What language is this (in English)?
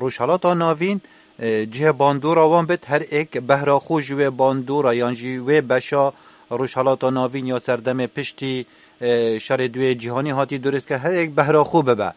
Kurdish